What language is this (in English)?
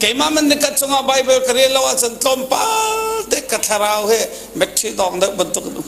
Hakha Chin